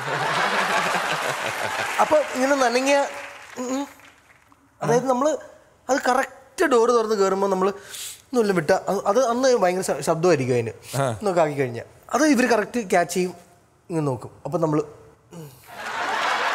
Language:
Malayalam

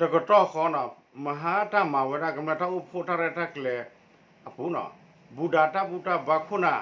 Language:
S'gaw Karen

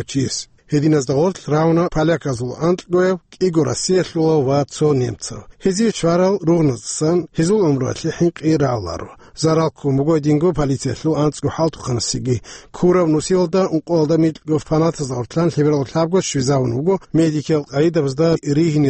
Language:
Avaric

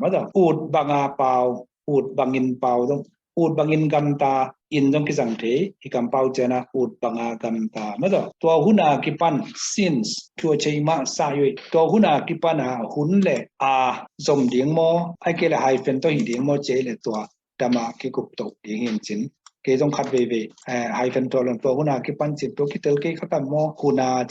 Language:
Tedim Chin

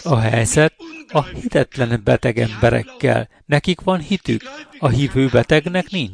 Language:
Hungarian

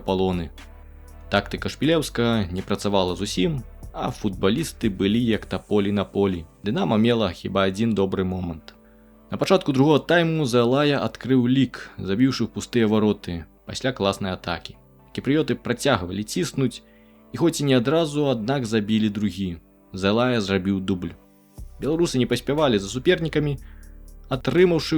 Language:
Belarusian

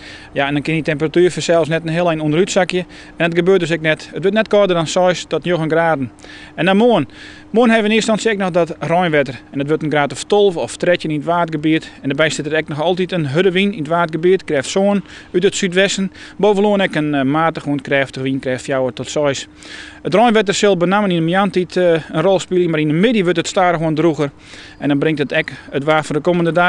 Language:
Western Frisian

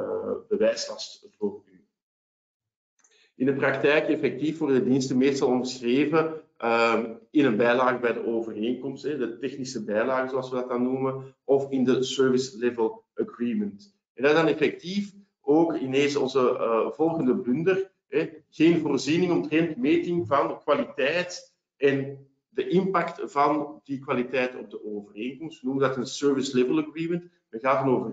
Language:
Dutch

